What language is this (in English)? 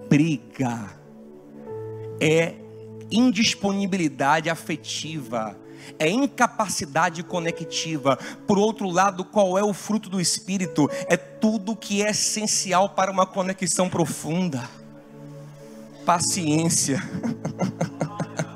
Portuguese